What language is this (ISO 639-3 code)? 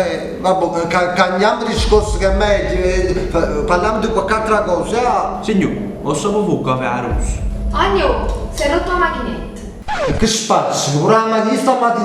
nap